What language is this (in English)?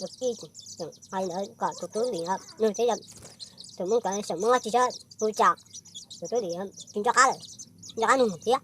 Hmong